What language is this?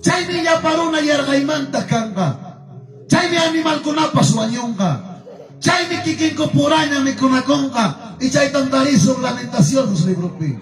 Ayacucho Quechua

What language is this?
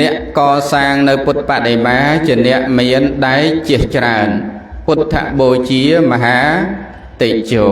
Khmer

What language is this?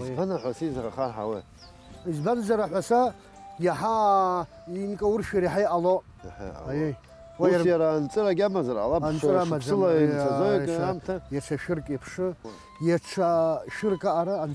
Abkhazian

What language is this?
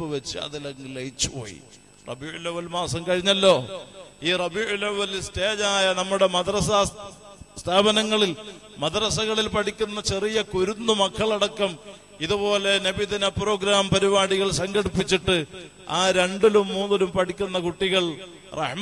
Malayalam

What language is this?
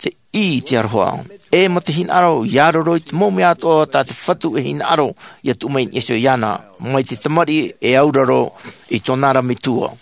Tahitian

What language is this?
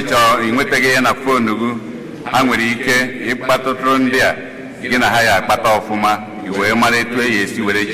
Igbo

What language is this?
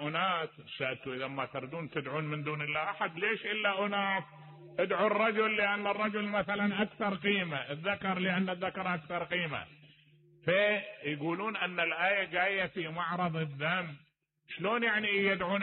Mesopotamian Arabic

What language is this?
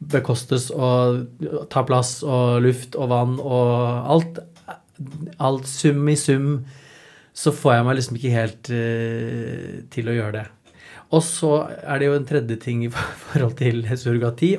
Norwegian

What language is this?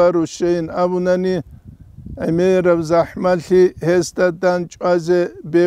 Avaric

